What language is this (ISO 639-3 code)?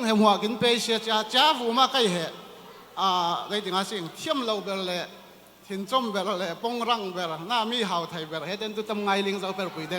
cfm